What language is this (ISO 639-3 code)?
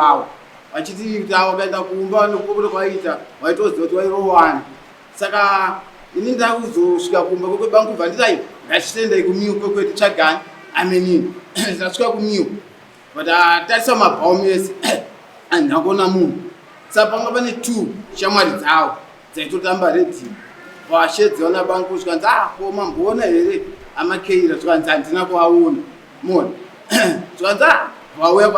sna